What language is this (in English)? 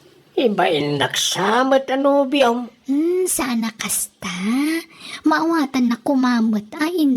Iloko